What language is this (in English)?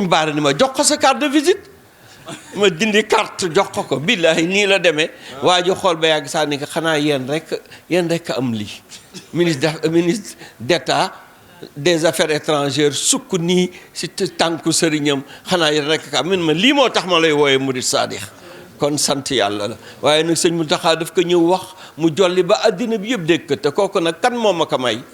Wolof